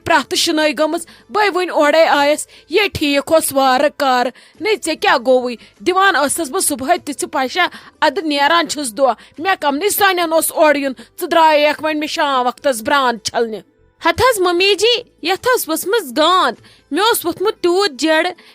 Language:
Kashmiri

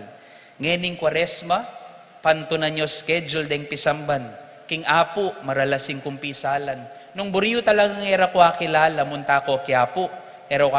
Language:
Pampanga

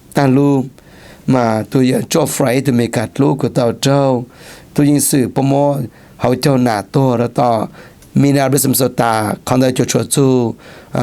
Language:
Hmong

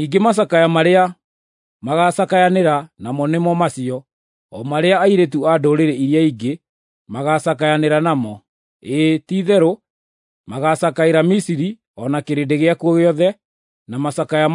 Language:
Kikuyu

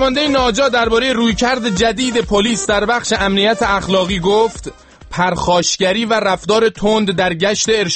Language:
Persian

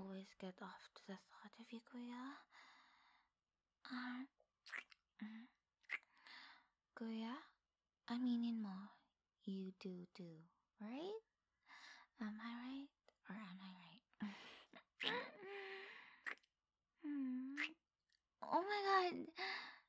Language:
Filipino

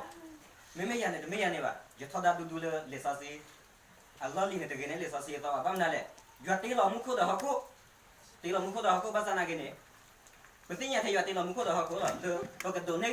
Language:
S'gaw Karen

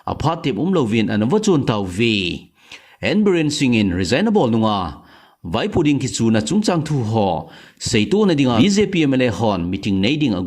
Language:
Thado Chin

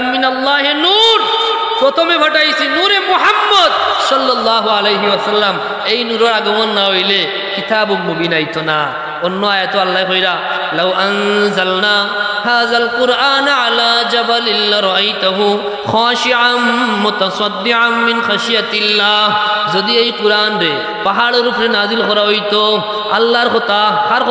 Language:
Sylheti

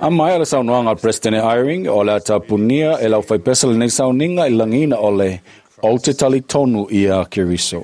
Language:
Samoan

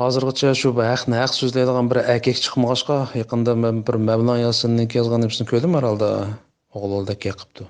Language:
Uyghur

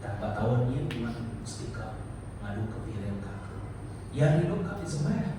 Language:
Iban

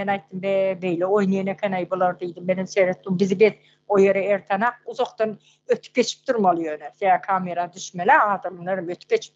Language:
Turkmen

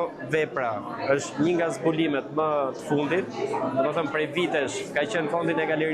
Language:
Albanian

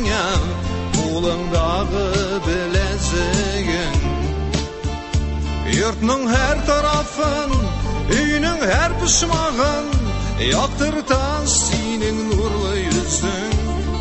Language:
Tatar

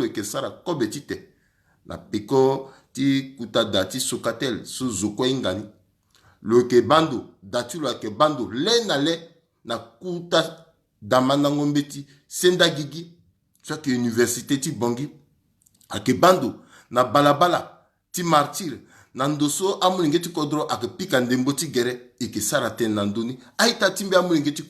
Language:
Sango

